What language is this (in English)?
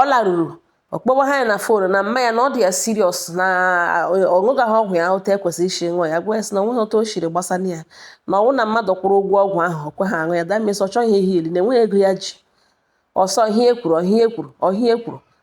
Igbo